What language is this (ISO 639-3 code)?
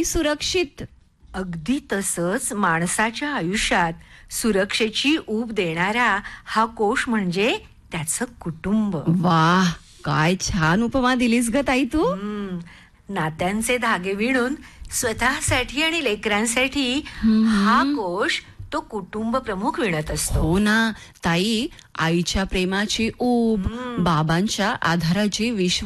mar